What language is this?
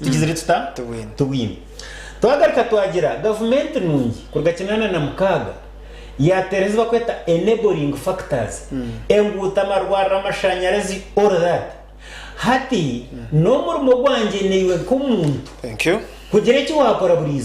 Nyankole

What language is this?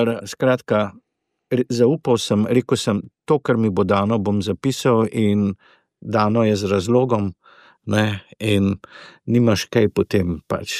Slovenian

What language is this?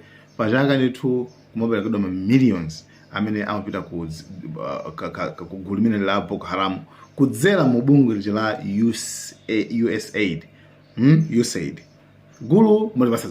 Nyanja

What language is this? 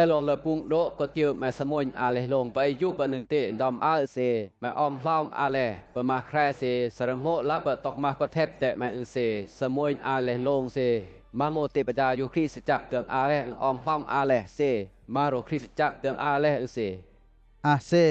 Western Lawa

